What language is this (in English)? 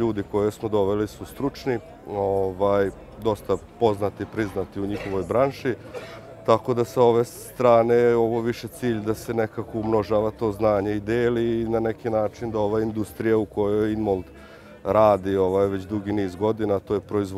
Serbian